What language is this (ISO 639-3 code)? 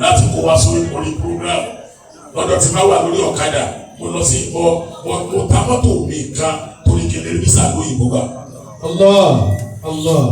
yor